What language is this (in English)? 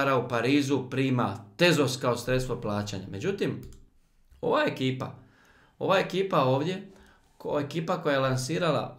Croatian